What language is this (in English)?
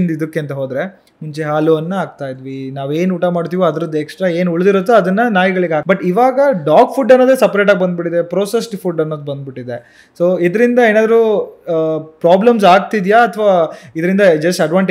Kannada